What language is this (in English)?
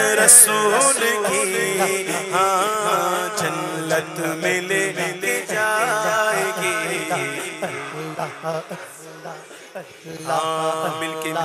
Urdu